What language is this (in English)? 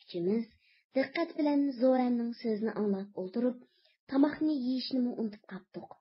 Uyghur